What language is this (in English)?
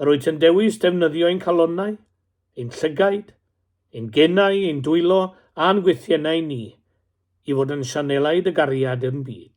Welsh